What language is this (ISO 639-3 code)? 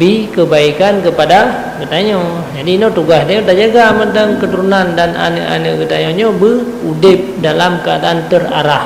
ace